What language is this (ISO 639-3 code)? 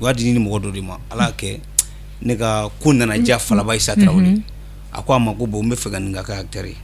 bam